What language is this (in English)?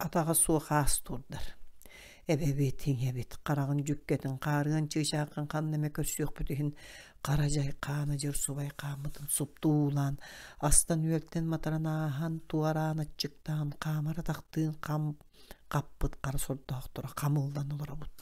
Yakut